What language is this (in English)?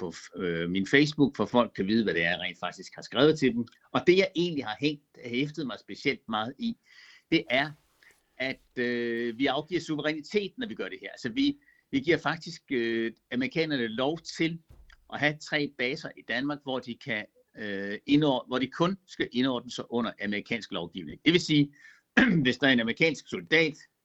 Danish